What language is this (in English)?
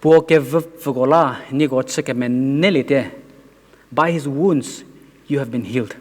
Angami Naga